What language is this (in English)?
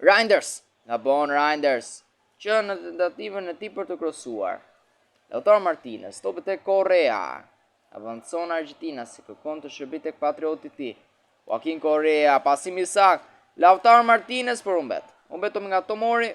Albanian